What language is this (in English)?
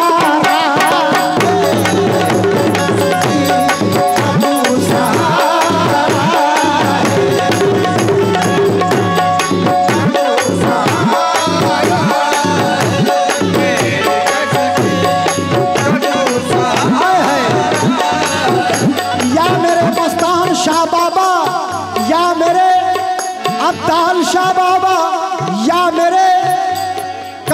Hindi